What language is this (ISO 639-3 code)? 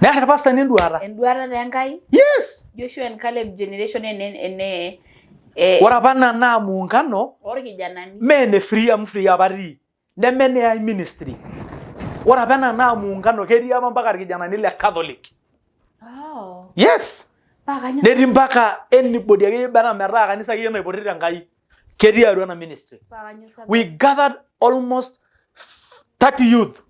mas